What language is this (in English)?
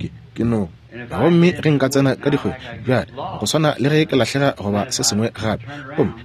Northern Sotho